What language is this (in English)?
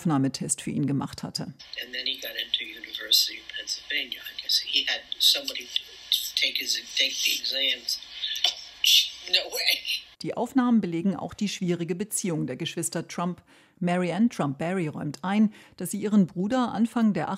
German